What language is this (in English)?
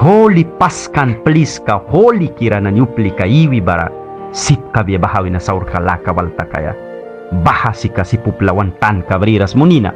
Mískito